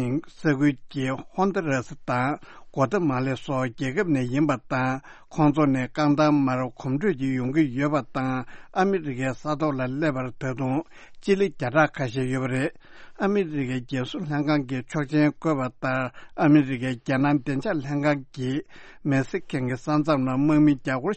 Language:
Tibetan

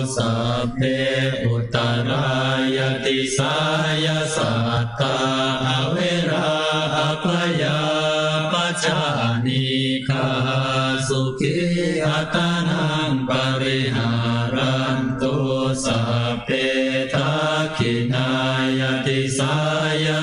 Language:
Pali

